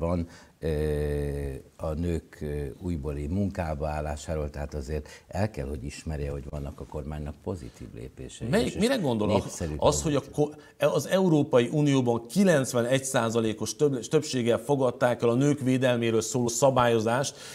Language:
Hungarian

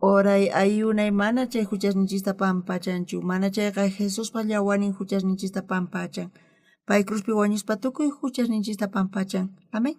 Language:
South Bolivian Quechua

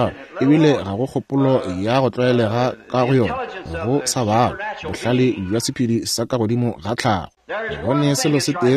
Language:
Northern Sotho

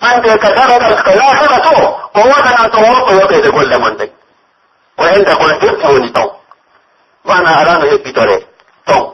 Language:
Pular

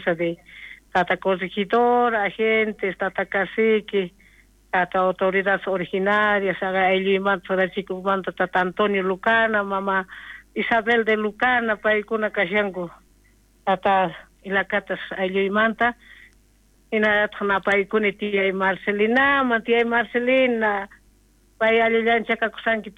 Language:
South Bolivian Quechua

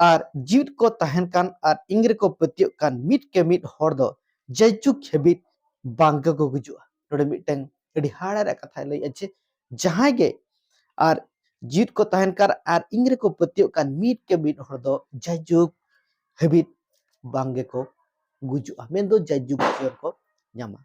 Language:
Santali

